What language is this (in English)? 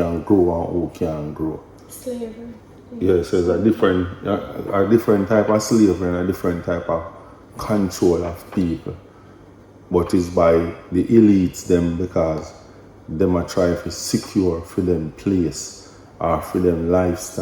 Jamaican Creole English